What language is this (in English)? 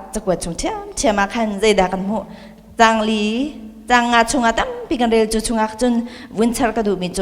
Hakha Chin